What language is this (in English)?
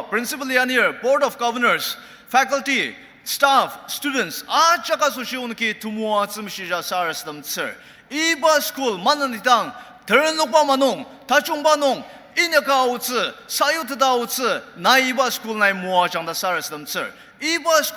Ao Naga